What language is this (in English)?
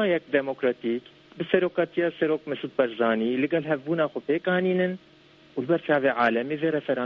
Kurdish